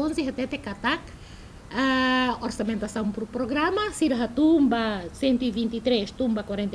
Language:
Tetum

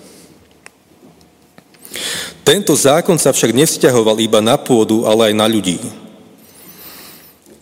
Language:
Slovak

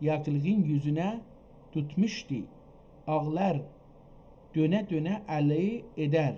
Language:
South Azerbaijani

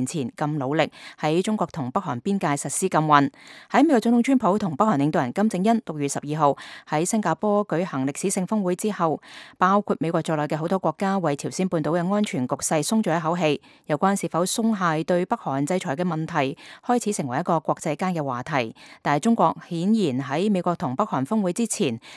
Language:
Cantonese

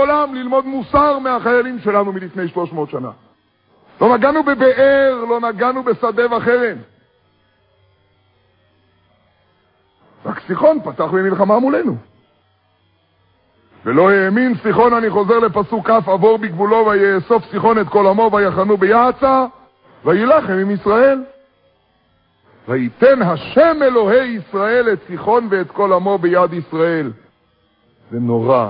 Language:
Hebrew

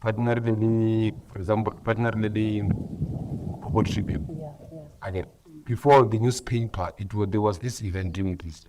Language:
Northern Sotho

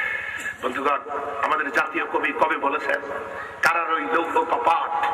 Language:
Bangla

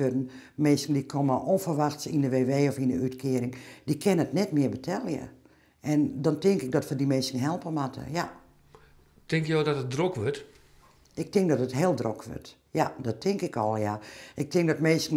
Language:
Western Frisian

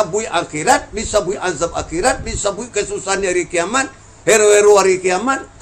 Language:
Minangkabau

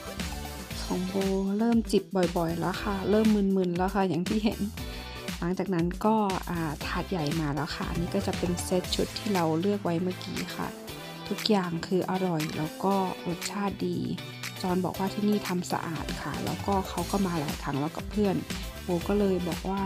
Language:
Thai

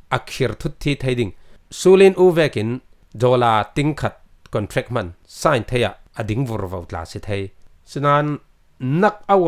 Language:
Falam Chin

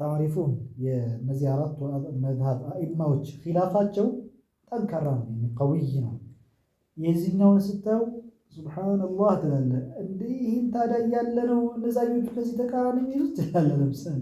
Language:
Amharic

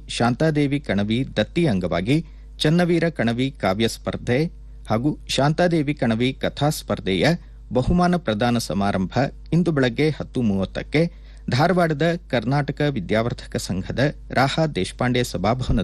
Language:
Kannada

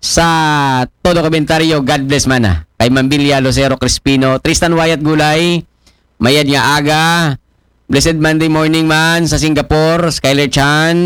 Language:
Aklanon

